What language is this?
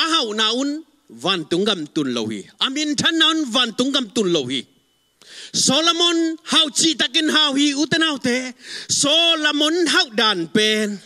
Tedim Chin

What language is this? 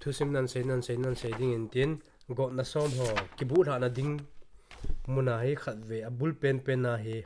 Thado Chin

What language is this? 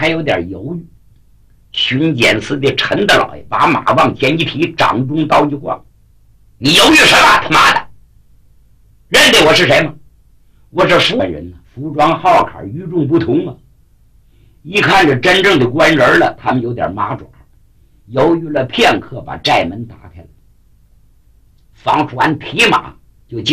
Chinese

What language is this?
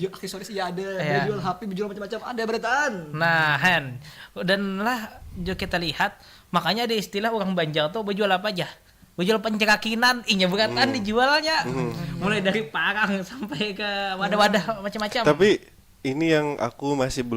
Banjar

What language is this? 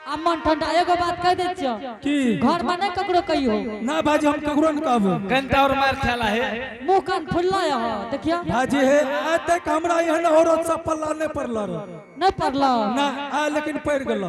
Angika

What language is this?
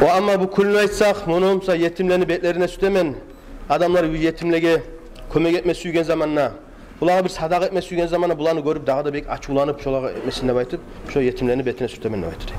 Kumyk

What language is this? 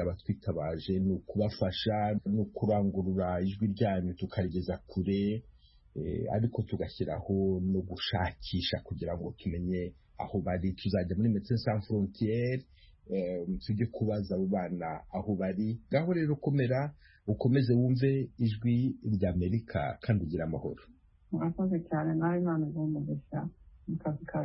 Kinyarwanda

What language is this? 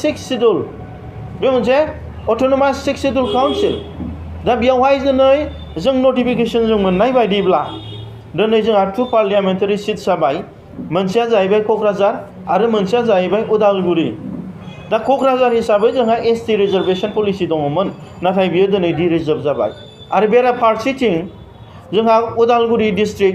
Bodo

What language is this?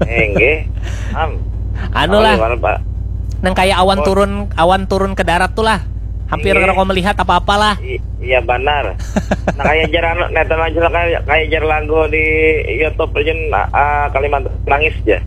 Banjar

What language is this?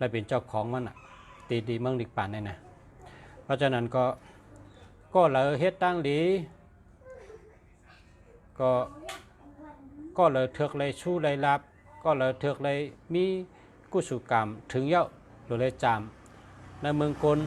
Shan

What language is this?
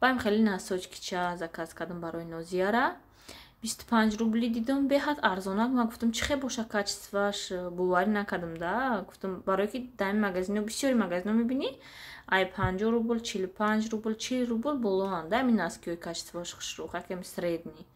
Tajik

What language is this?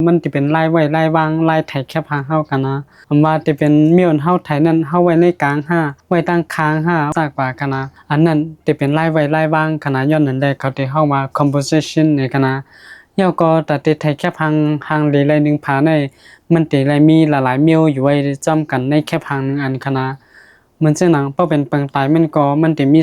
Shan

